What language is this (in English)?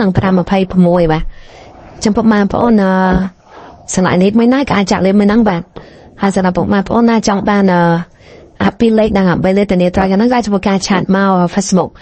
Khmer